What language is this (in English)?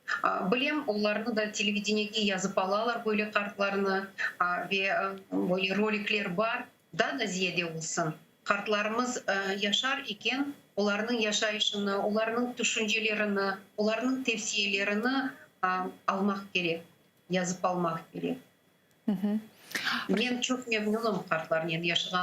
Crimean Tatar